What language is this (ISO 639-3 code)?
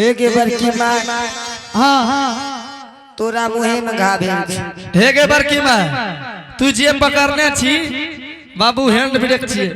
anp